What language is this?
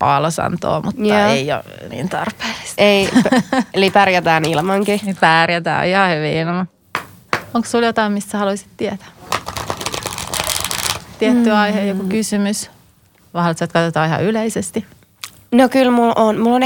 Finnish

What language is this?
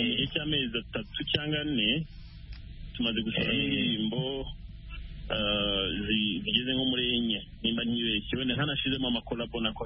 Kinyarwanda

